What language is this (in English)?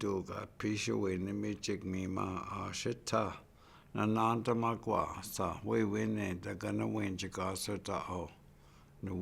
Chippewa